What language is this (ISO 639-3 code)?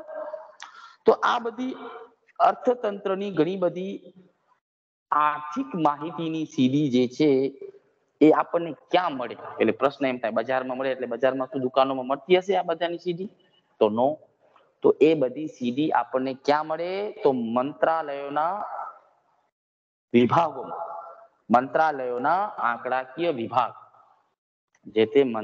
guj